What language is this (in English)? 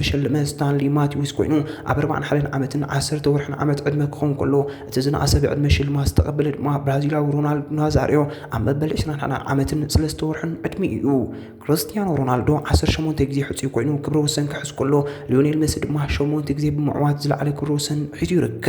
Tigrinya